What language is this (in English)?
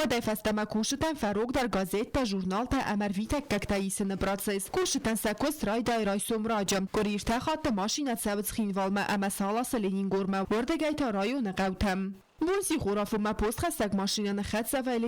Ossetic